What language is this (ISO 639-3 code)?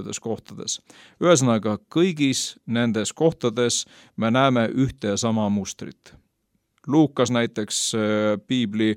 est